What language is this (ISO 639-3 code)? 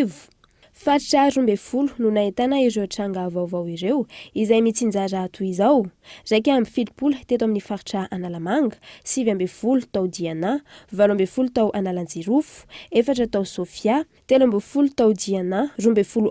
mlg